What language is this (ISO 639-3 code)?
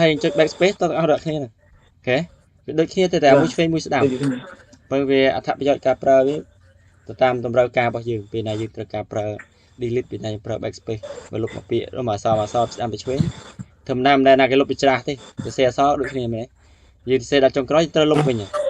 khm